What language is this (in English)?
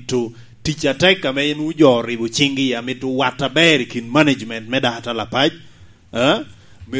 Lango (Uganda)